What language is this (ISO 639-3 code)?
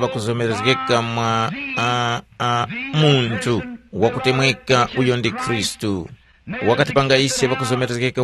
tum